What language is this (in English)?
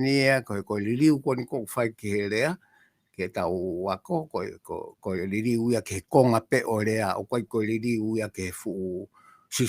Tongan